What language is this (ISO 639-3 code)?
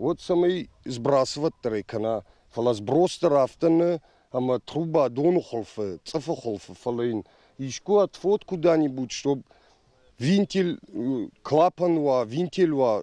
oss